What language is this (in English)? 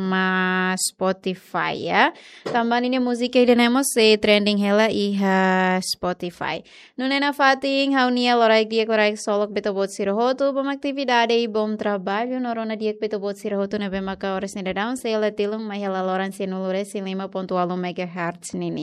Tetum